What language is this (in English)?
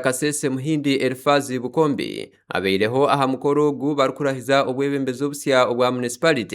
Nyankole